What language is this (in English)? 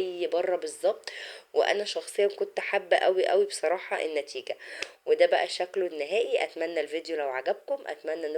Egyptian Arabic